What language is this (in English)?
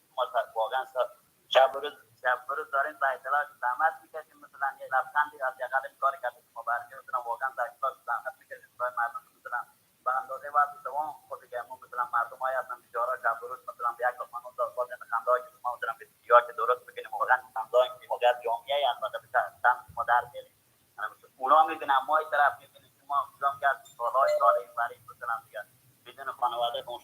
Persian